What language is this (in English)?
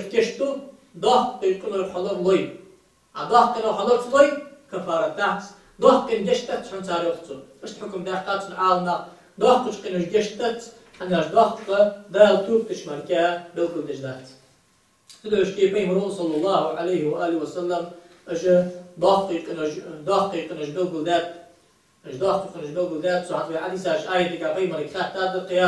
Ingush